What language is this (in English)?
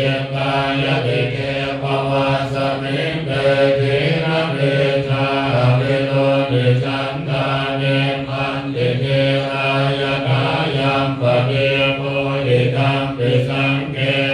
Pali